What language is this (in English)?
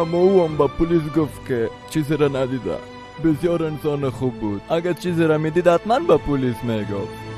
Persian